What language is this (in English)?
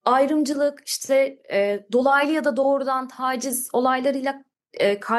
Turkish